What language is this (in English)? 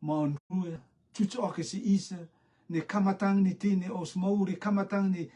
Rotuman